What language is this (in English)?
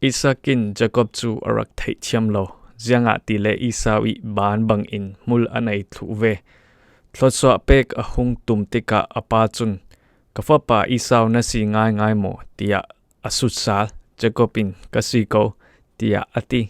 Falam Chin